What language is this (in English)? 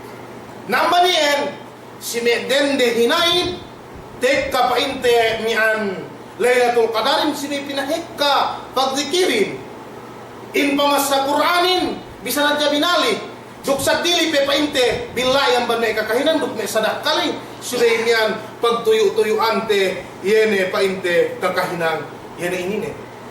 Yakan